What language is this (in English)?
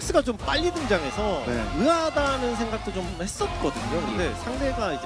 Korean